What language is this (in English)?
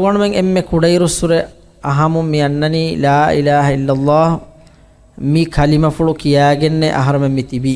Divehi